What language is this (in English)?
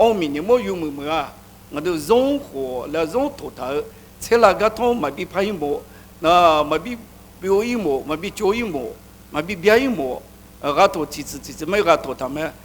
Akha